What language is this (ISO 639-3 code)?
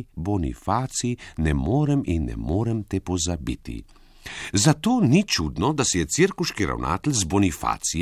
slv